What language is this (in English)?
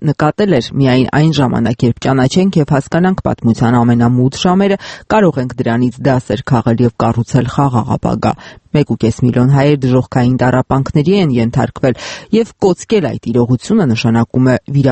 Armenian